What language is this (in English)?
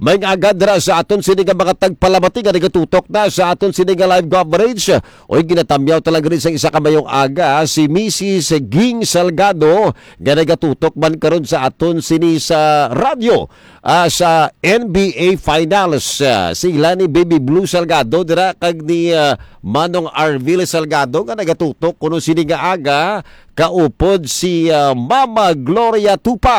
Hiligaynon